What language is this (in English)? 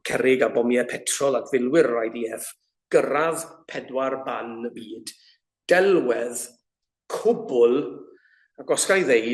Welsh